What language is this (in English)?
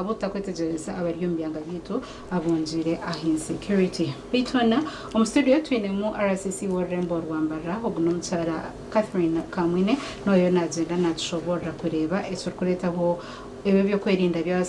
Nyankole